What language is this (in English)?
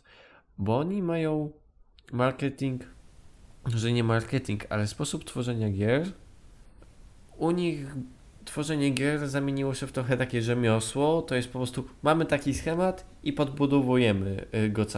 Polish